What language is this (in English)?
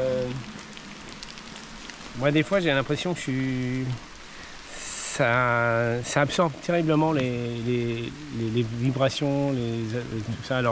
French